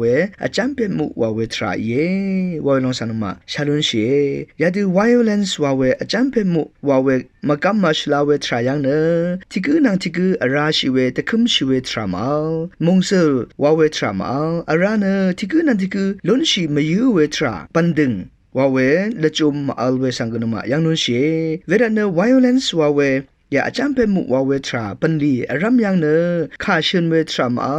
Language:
Rawang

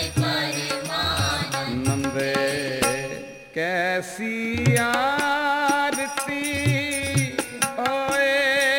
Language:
Punjabi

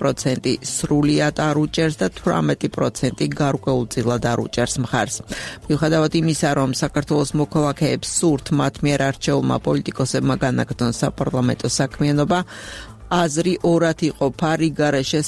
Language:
Georgian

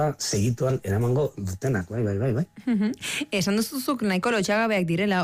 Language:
Basque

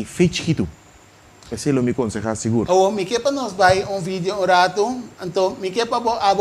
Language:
Papiamento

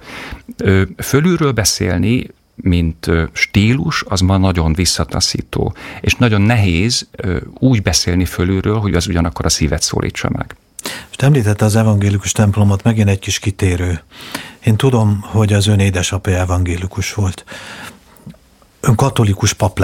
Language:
Hungarian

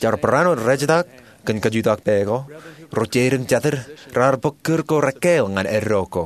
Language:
Marshallese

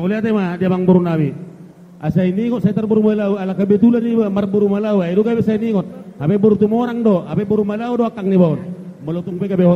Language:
Batak Toba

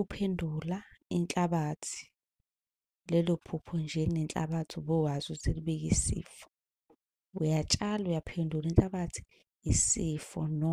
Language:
Zulu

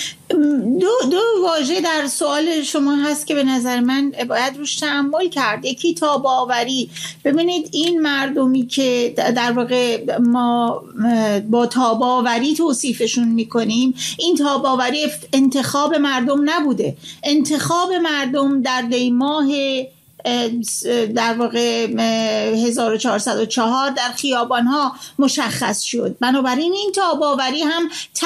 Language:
Persian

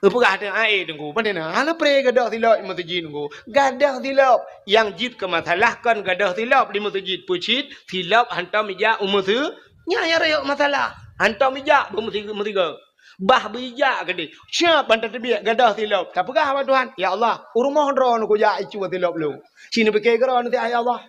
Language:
Achinese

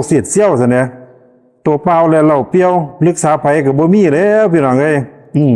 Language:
Lao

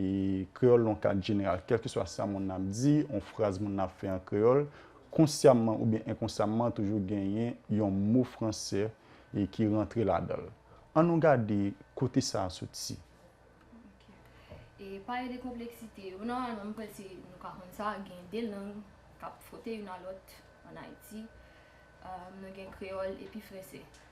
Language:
Haitian Creole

